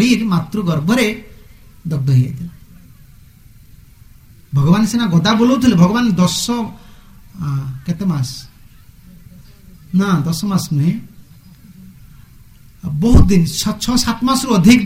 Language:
Odia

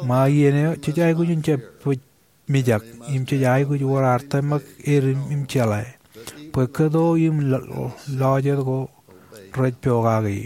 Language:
Marshallese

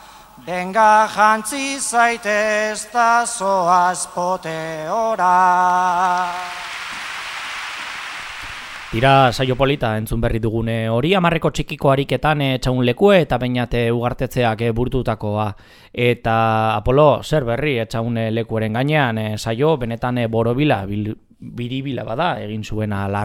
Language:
Basque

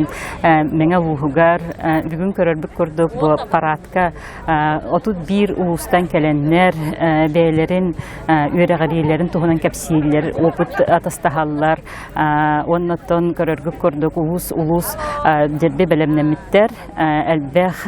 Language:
Yakut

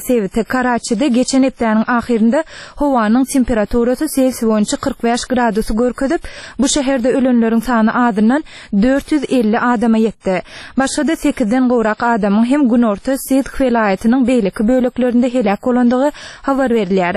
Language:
Turkmen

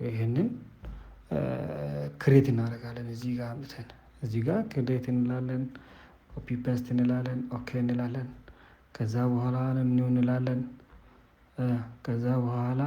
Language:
Amharic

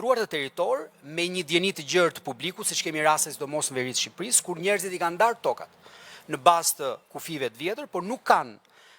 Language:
Albanian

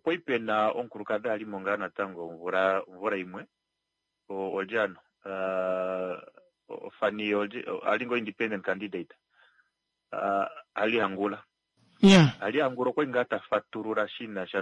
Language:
Kuanyama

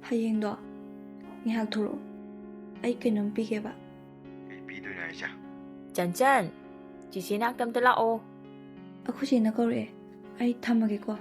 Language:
Manipuri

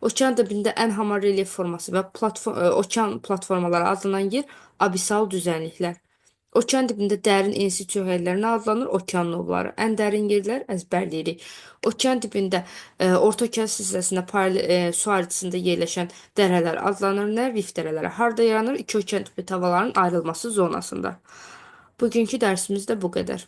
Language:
Azerbaijani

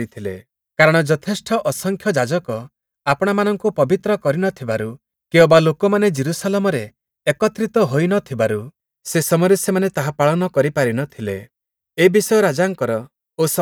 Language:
Odia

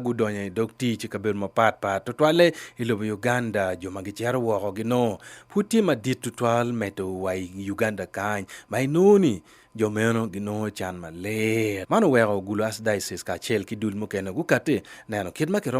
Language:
Acoli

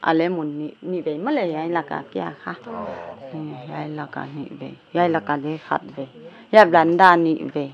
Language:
Paite Chin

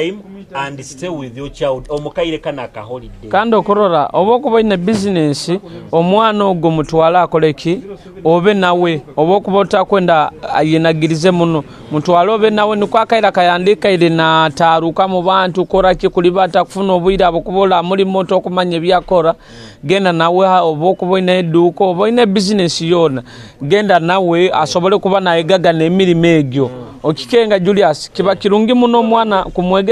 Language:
Nyoro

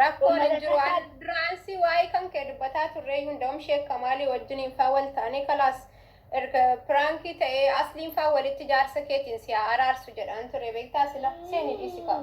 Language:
Oromo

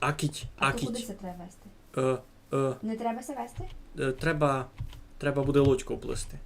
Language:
Rusyn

